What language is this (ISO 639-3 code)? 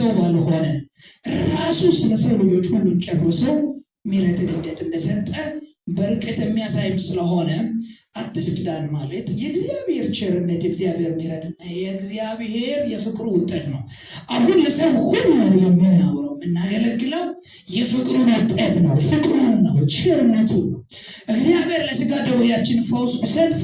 amh